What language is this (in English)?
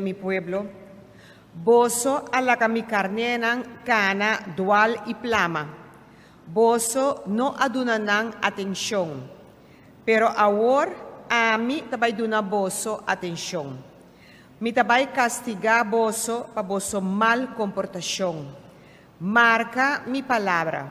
Papiamento